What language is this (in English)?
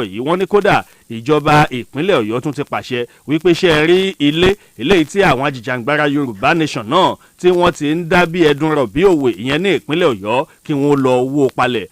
Yoruba